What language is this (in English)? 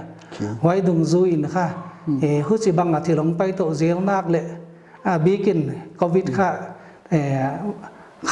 Paite Chin